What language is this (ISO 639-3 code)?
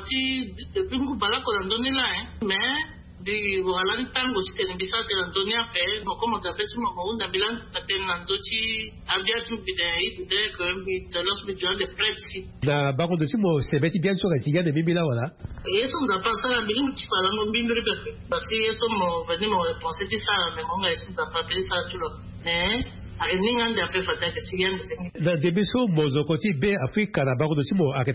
sag